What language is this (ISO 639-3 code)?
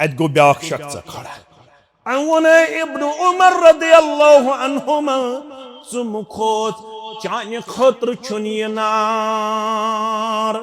kas